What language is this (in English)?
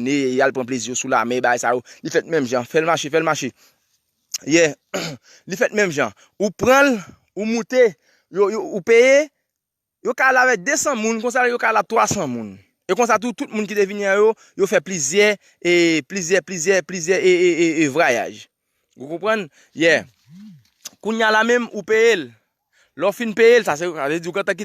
Haitian Creole